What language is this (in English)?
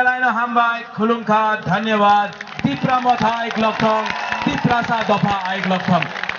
Kok Borok